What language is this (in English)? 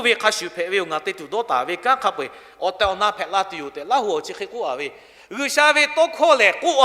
Lahu